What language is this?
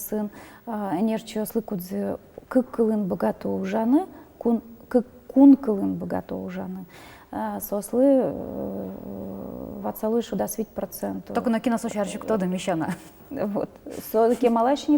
Udmurt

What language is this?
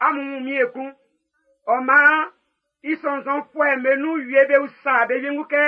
Baoulé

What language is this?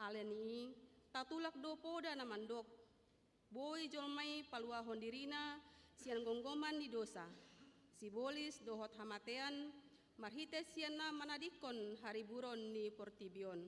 Batak Toba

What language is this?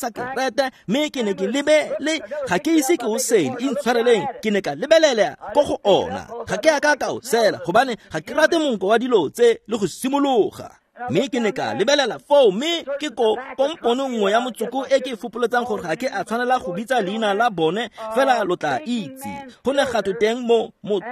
Tswana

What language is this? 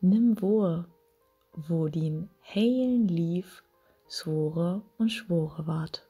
Low German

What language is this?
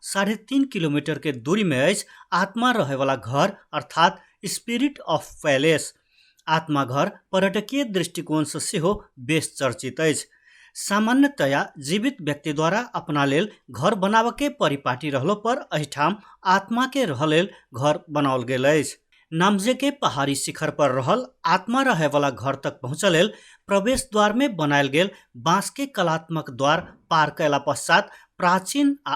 Maithili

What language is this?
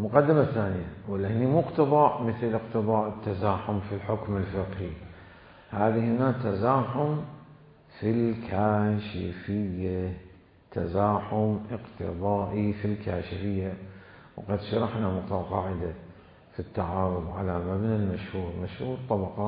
Mesopotamian Arabic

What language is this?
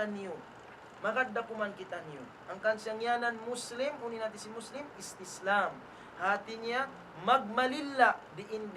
Tausug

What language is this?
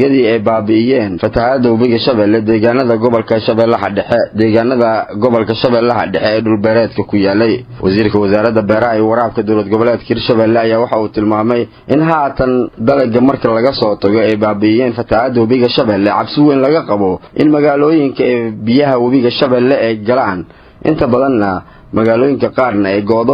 Somali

